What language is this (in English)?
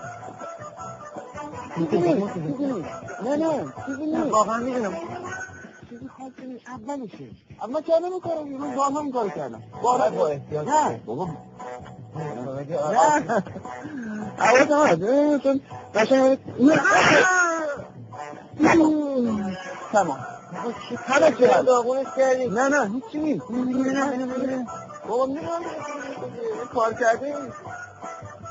Persian